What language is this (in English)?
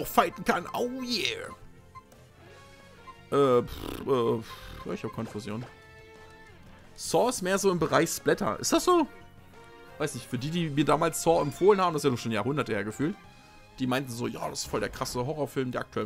German